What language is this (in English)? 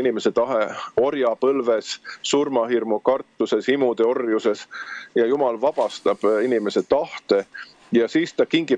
Estonian